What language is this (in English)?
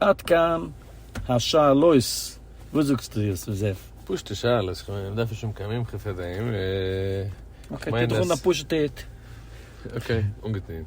Yiddish